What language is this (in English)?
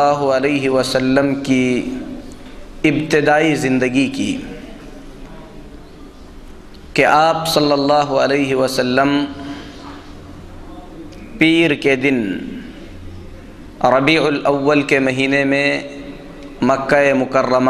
Urdu